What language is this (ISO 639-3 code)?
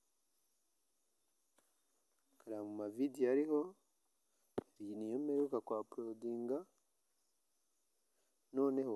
kin